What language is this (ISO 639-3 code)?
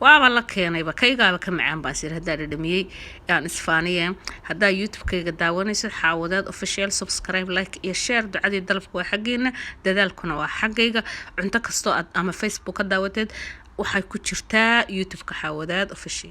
som